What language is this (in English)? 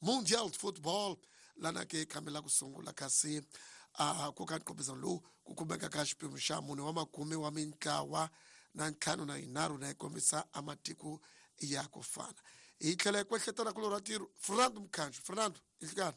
Tsonga